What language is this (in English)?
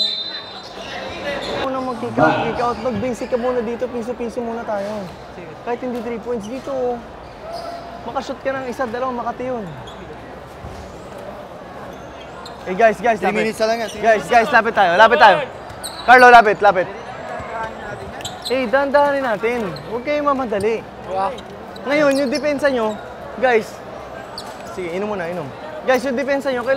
Filipino